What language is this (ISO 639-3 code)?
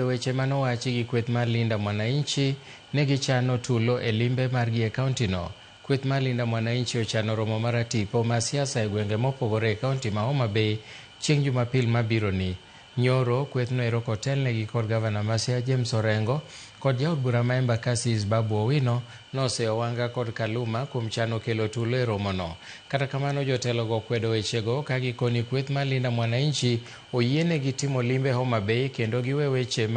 luo